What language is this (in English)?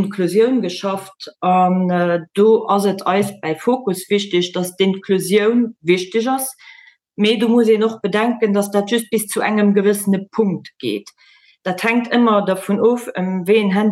Luxembourgish